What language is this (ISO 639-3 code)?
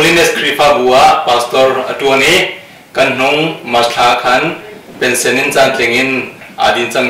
cnh